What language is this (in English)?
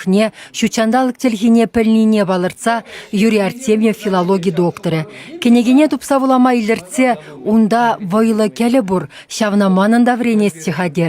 Chuvash